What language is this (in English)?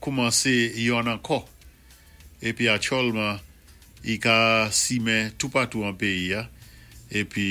Saint Lucian Creole French